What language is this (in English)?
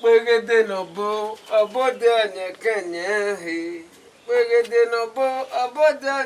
Bini